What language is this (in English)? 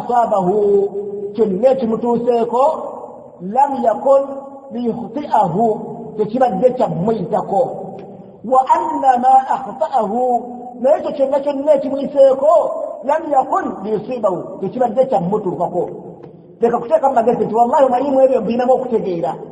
Ganda